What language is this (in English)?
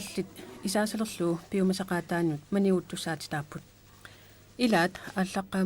Kalaallisut